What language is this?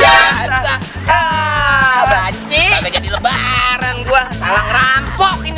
Betawi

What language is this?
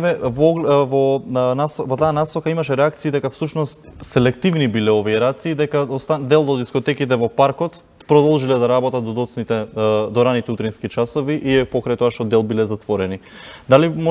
Macedonian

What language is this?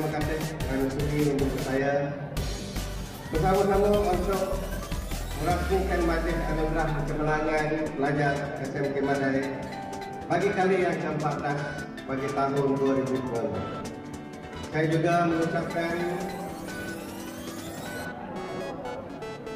Malay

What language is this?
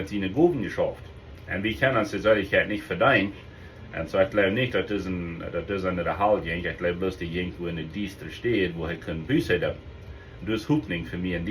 Plautdietsch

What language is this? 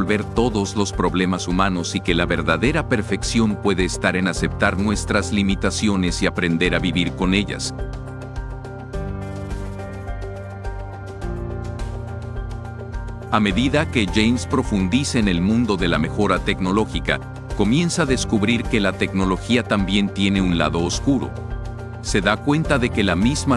Spanish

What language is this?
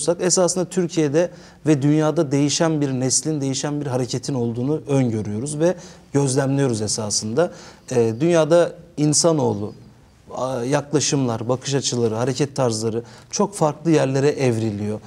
Turkish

